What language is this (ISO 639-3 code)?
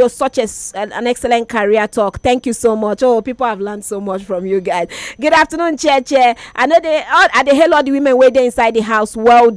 pcm